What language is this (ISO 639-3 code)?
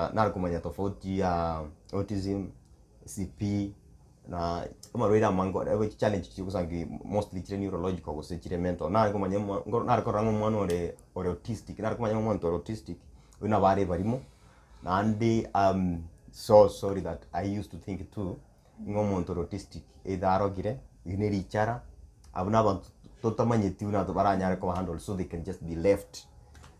guz